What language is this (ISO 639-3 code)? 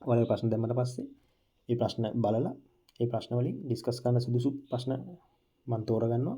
sin